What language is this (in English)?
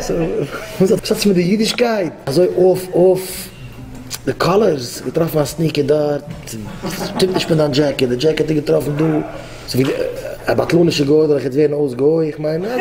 Yiddish